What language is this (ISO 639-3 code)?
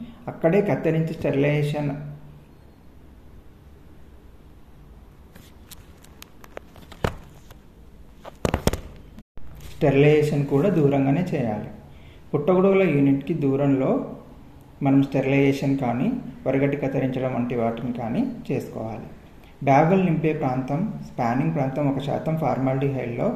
tel